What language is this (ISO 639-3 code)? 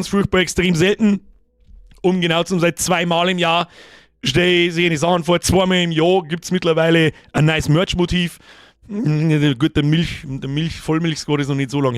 bar